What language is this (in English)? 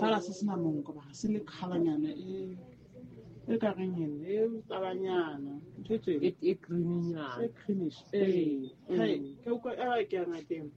Southern Sotho